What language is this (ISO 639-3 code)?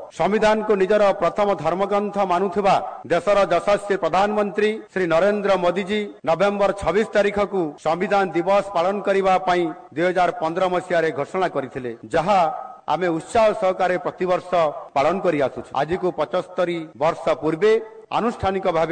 ori